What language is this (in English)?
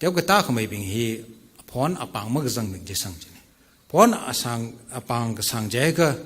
Tangkhul Naga (India)